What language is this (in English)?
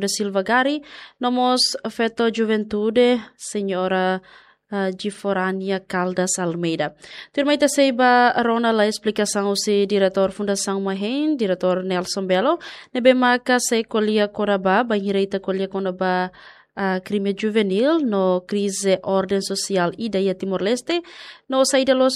Tetum